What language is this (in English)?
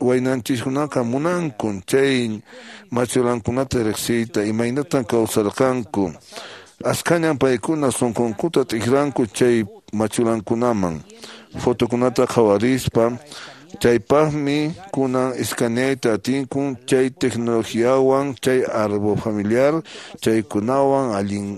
Quechua